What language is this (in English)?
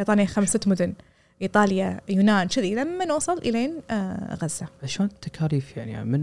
Gulf Arabic